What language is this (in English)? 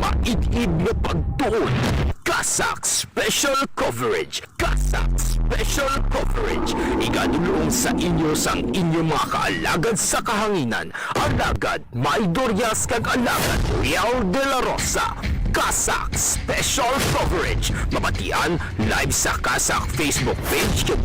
Hiligaynon